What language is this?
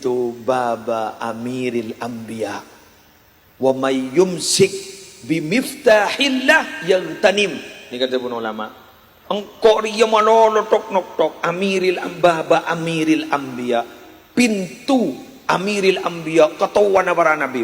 Madurese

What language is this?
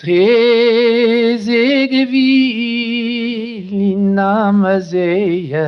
Breton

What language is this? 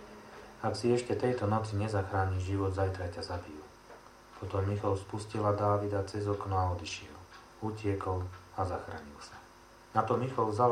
Slovak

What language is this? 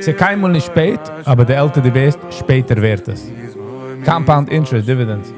Yiddish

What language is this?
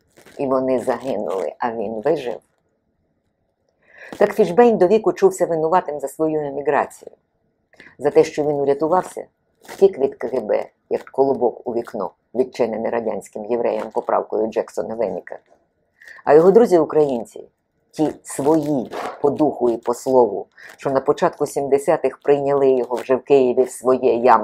Ukrainian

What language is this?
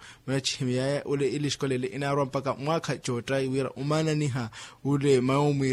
Makhuwa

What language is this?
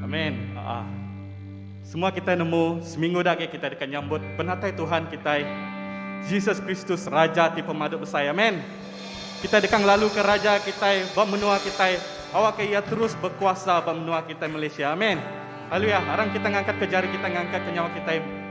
Iban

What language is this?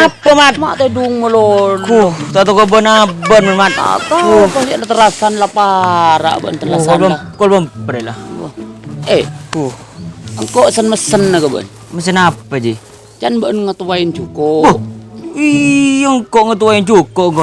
Madurese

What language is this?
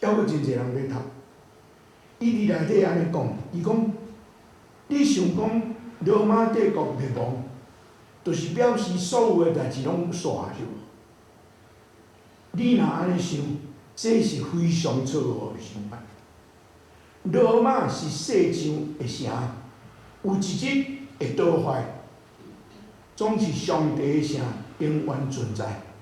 Min Nan Chinese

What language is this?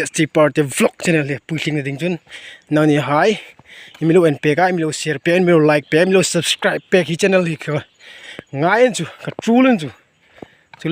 Hmar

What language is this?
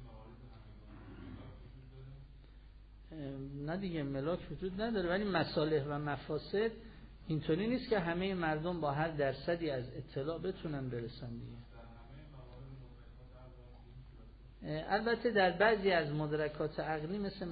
Persian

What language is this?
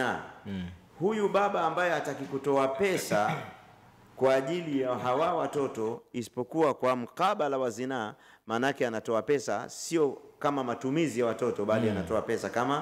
Swahili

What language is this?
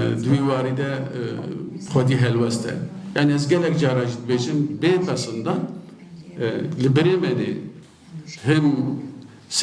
Kurdish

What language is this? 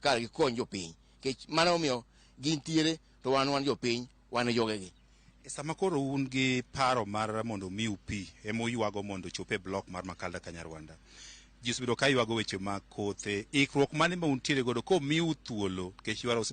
Luo (Kenya and Tanzania)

